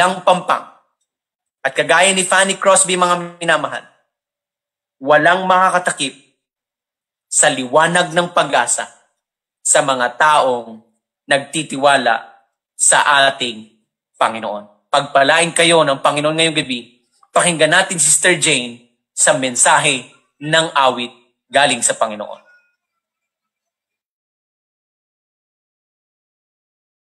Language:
Filipino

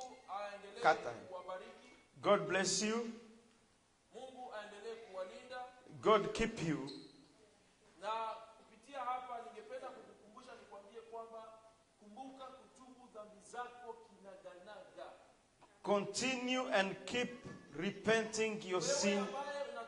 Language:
Swahili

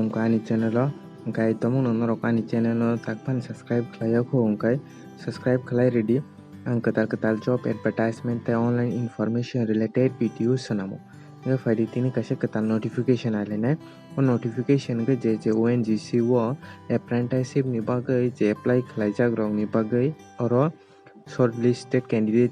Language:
Kok Borok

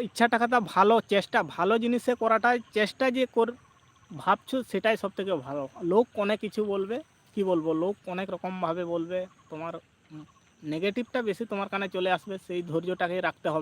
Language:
Santali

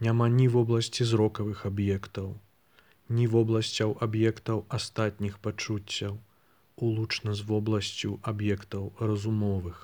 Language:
Belarusian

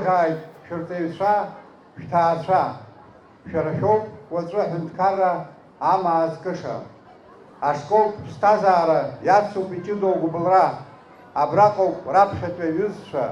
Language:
Abkhazian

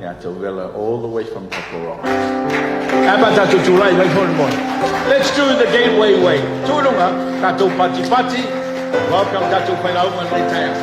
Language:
Samoan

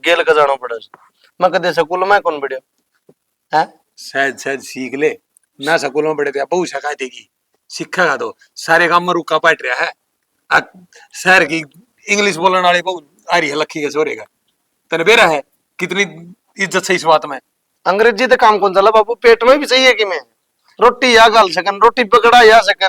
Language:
Haryanvi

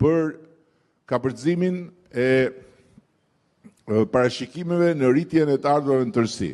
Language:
Albanian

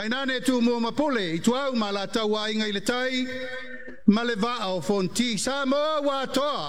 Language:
Samoan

